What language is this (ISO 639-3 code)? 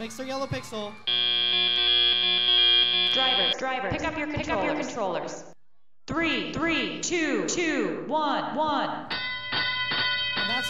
eng